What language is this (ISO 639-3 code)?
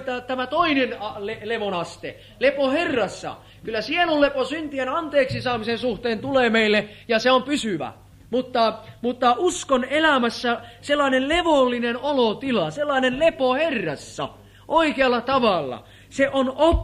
fin